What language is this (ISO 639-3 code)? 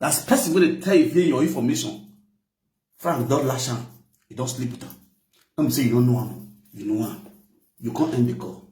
pcm